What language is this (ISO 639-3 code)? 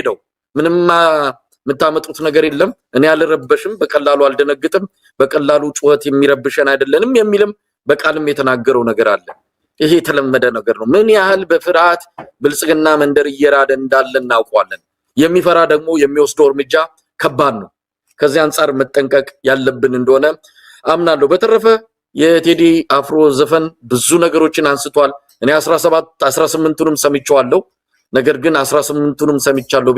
amh